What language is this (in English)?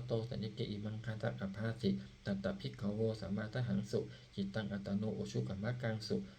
Pali